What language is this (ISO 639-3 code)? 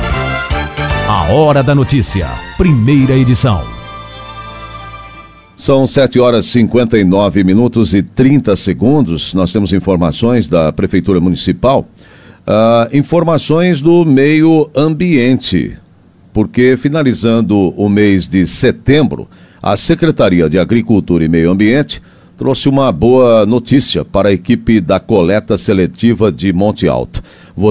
por